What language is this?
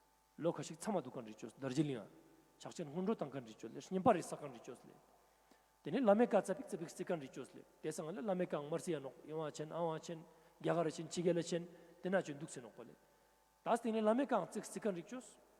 Ladakhi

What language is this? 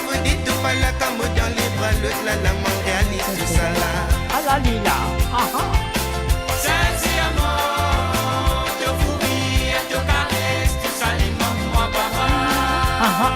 Morisyen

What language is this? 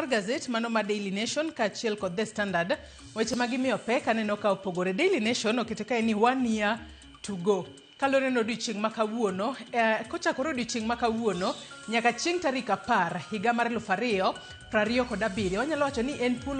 Luo (Kenya and Tanzania)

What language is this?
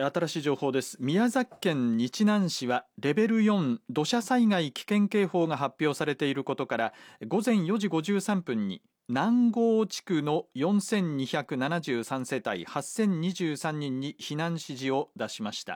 Japanese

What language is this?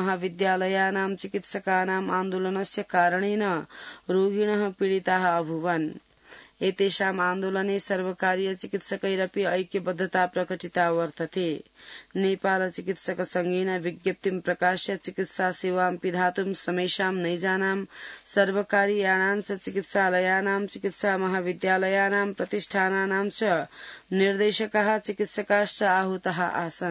Sanskrit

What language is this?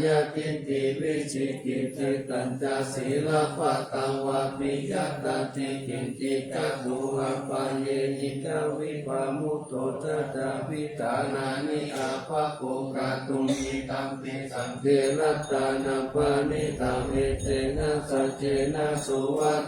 Pali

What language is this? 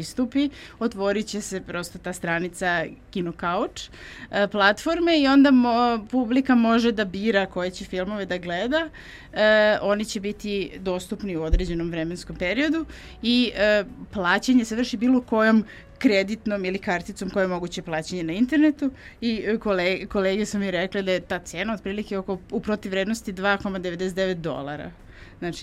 Serbian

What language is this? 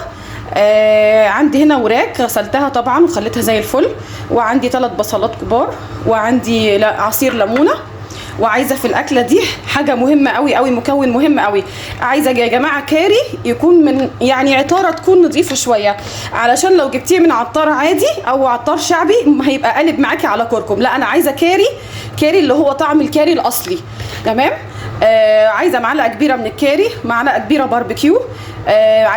Egyptian Arabic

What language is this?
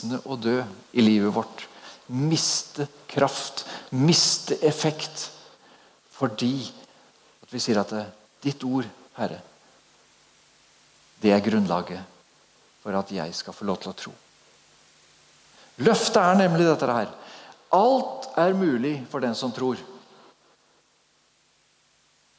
Norwegian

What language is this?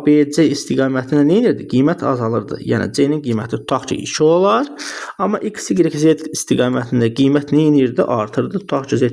Azerbaijani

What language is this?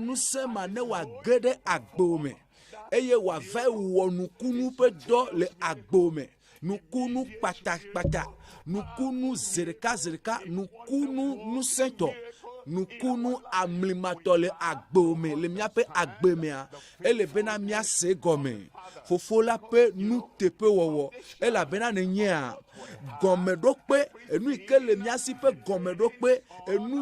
Ewe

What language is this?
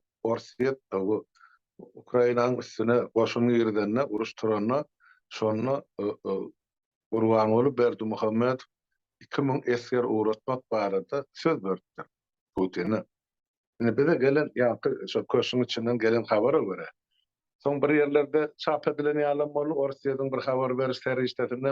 Turkmen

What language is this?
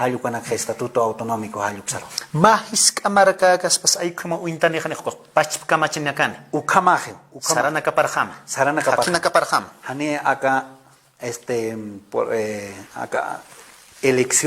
Aymara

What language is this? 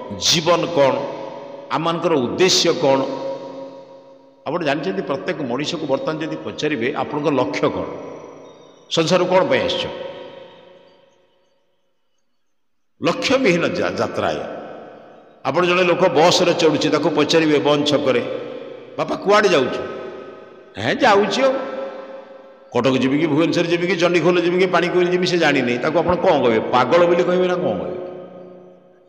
Odia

